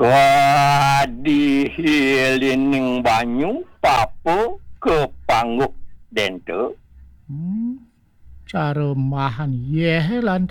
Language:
Balinese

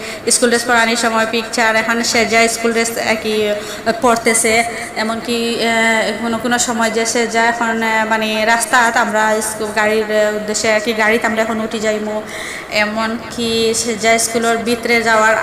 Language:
Sylheti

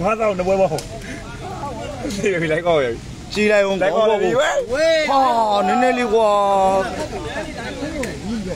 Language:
Burmese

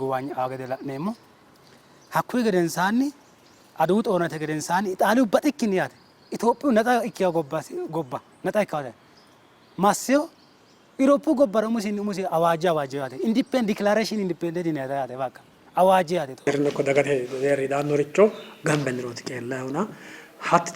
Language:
Sidamo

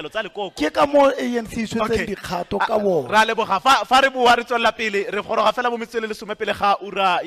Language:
Tswana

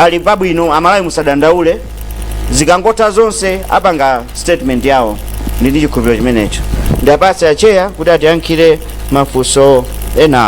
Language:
Nyanja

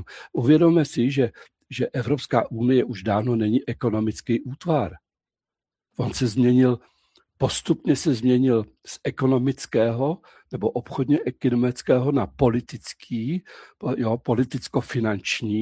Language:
Czech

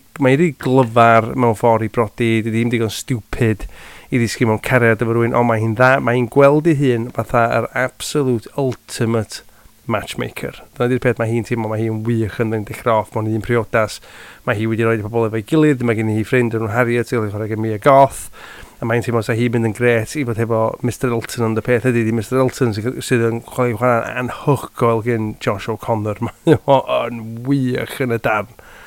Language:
Welsh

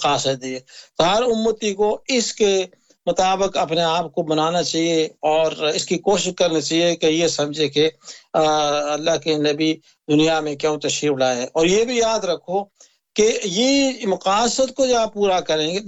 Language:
Urdu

